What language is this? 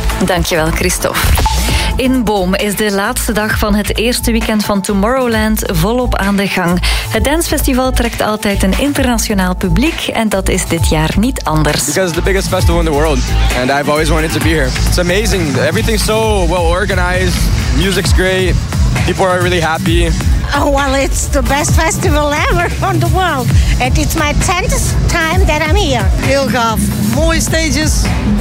Dutch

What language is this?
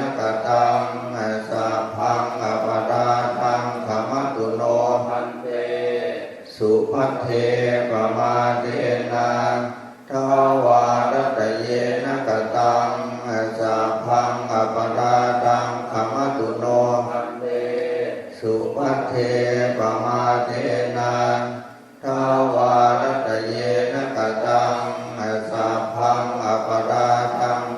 Pali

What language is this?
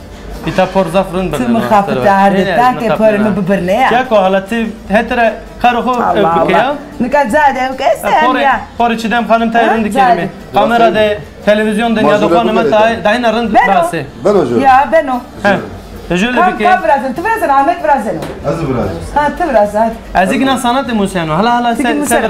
Zaza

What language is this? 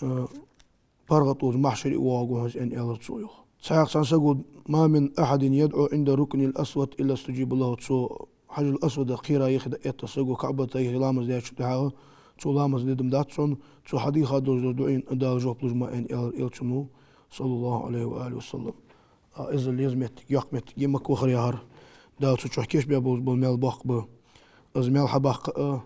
Ingush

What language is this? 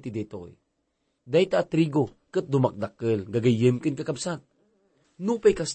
Iloko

